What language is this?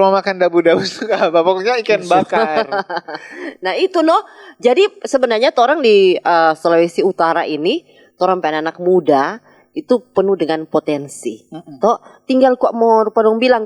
Manado Malay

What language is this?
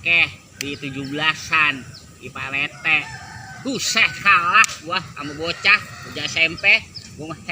Betawi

